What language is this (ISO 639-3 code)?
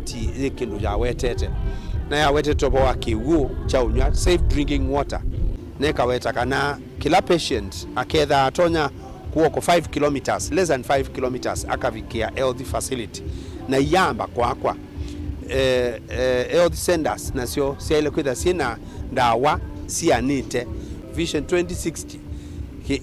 kam